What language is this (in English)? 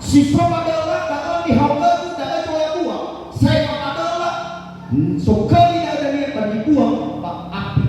Nias